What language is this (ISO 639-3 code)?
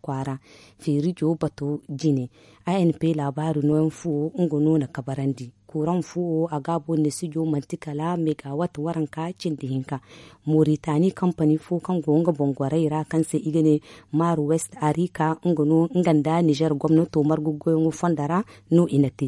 dje